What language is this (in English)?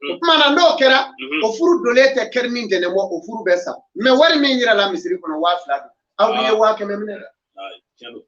Bambara